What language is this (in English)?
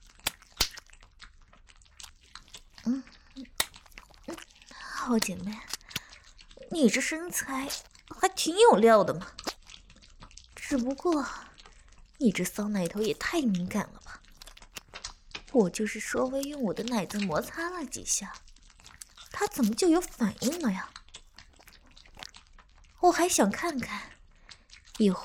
Chinese